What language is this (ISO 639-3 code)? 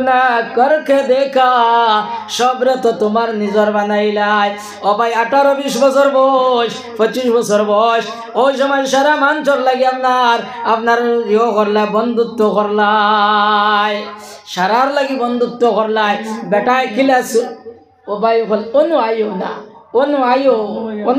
syl